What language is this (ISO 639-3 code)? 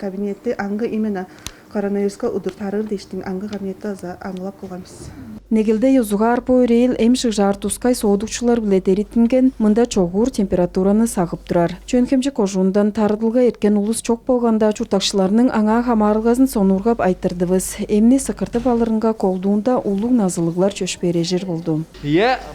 tyv